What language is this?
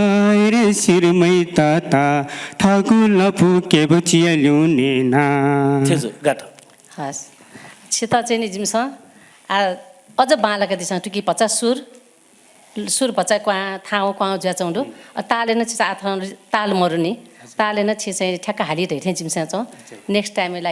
Newari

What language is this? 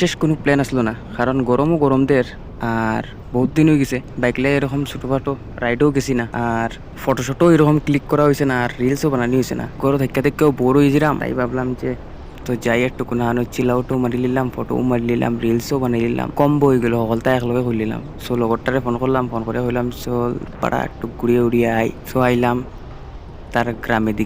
Sylheti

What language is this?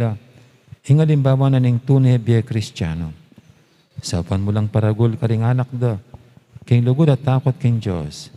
Pampanga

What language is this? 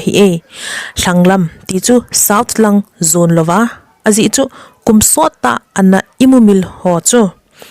Thado Chin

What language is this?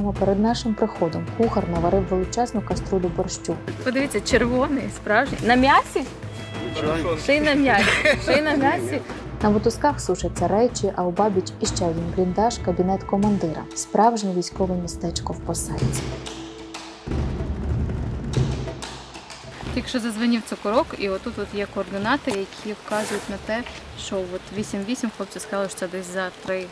Ukrainian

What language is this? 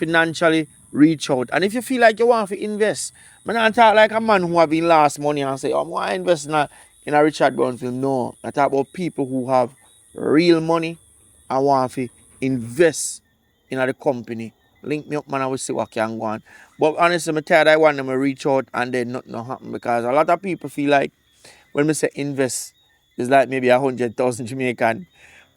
Jamaican Creole English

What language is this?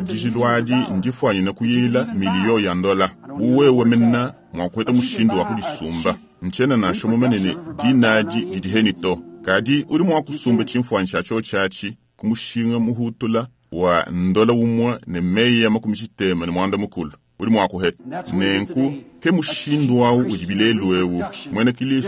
Luba-Lulua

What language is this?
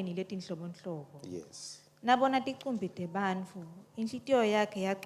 Swati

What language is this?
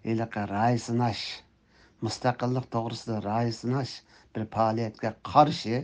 Uyghur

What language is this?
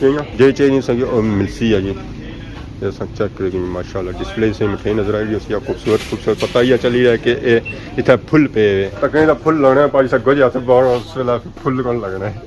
Pahari-Potwari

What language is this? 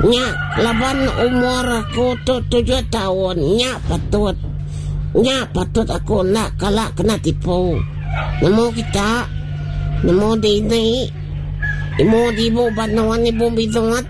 Iban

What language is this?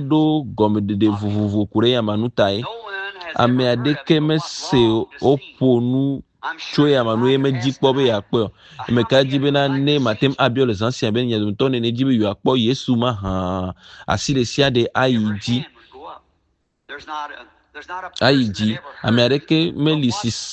Ewe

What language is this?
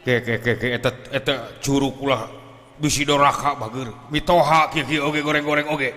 Sundanese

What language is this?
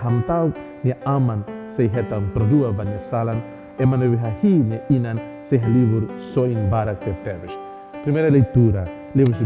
Tetum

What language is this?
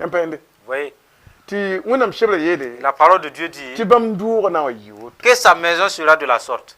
Mossi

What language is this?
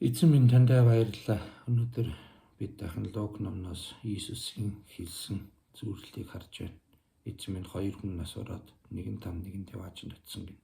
Mongolian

